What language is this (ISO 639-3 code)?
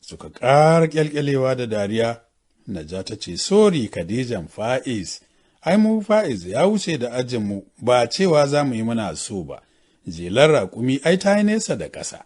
hau